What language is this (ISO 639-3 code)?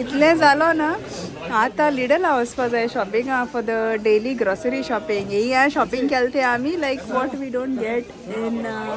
kok